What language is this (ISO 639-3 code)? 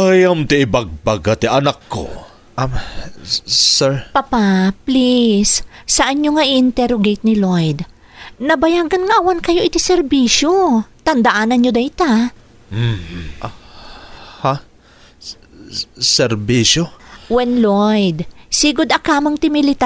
ilo